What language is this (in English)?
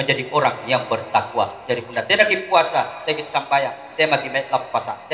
Makasar